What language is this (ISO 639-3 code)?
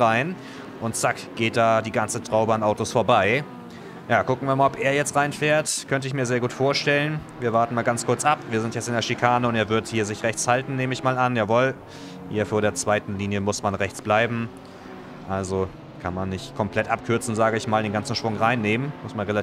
deu